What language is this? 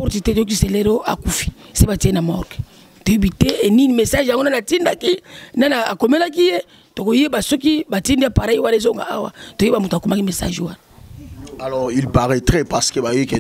Lingala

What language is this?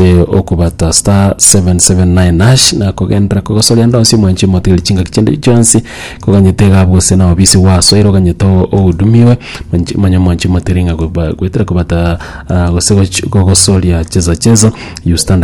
Gusii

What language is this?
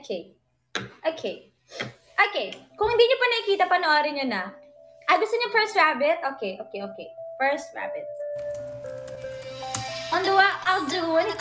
Filipino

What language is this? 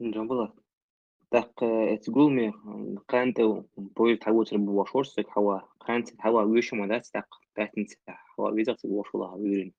Chechen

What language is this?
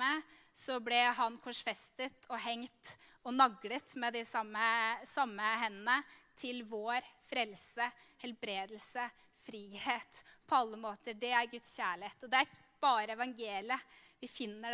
Norwegian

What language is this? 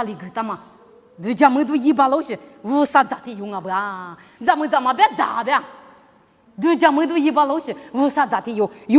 Lisu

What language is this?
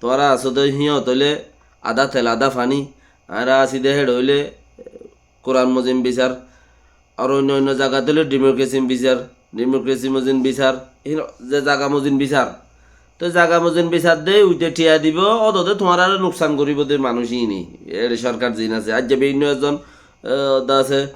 Rohingya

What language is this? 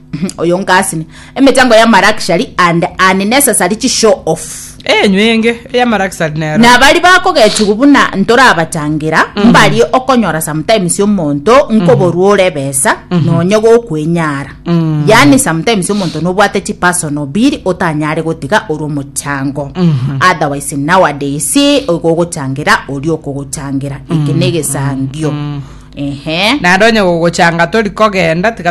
Gusii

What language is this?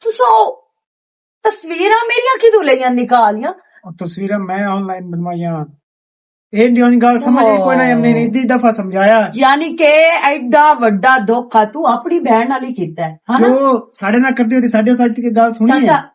Western Panjabi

